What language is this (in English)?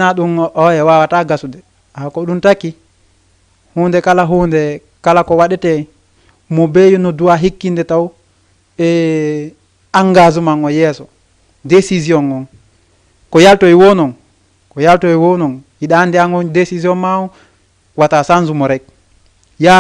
Fula